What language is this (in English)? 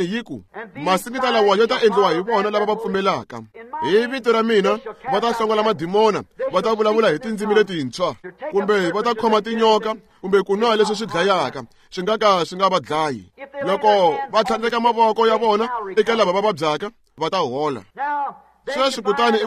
Tsonga